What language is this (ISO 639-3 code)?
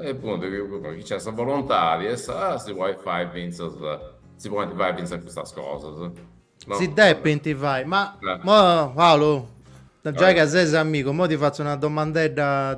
srd